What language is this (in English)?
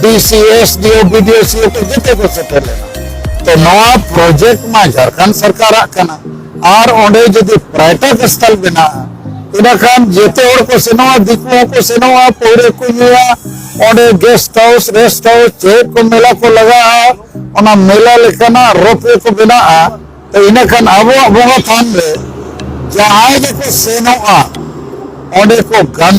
Santali